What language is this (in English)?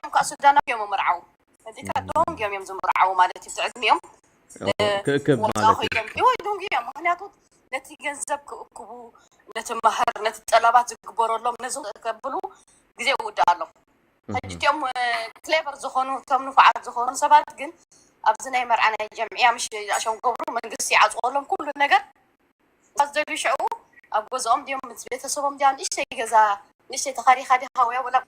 Tigrinya